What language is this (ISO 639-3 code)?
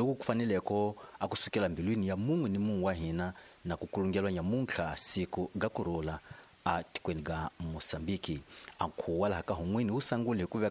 tso